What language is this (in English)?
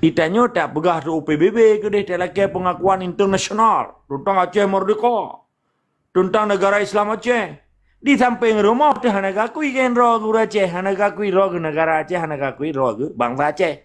Achinese